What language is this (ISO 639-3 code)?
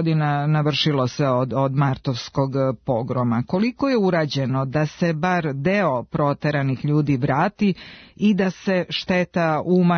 srp